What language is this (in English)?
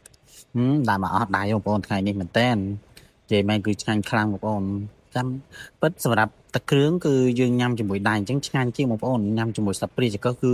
Khmer